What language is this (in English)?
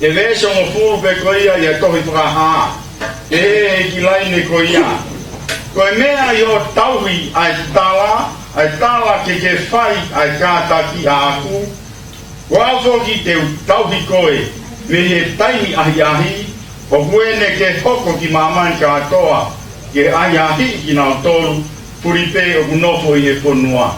Tongan